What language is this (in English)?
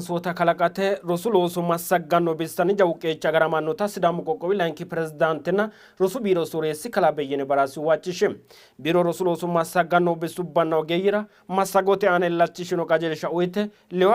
Sidamo